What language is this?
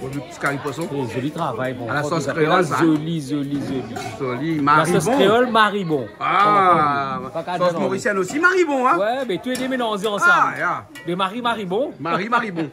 Réunion Creole French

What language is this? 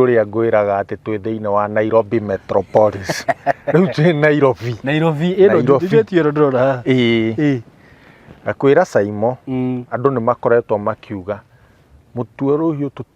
Kikuyu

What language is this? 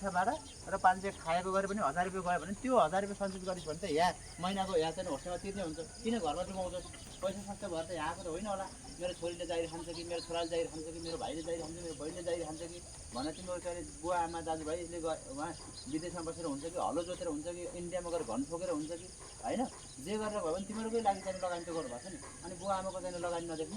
Nepali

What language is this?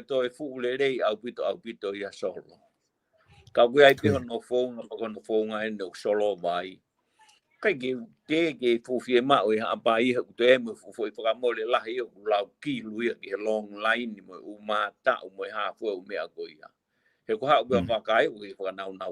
Tongan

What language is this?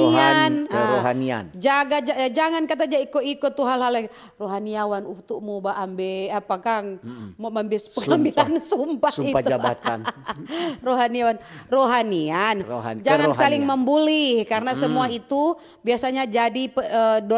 Manado Malay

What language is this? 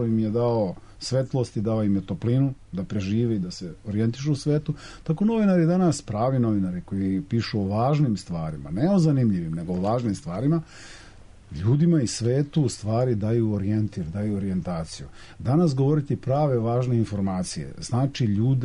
Serbian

